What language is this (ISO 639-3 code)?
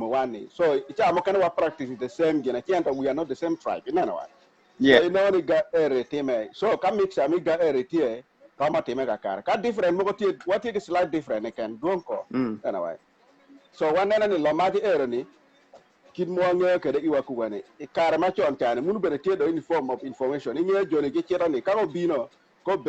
ach